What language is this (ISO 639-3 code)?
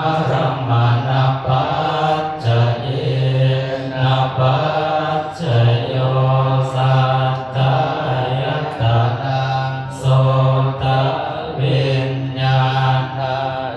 pli